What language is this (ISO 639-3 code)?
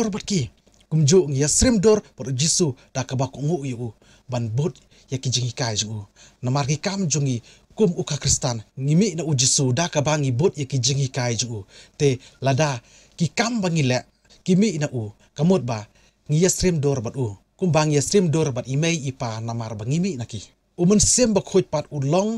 kha